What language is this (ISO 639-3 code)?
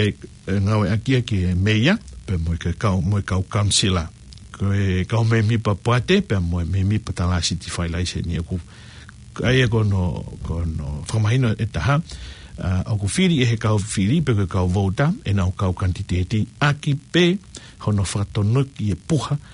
ton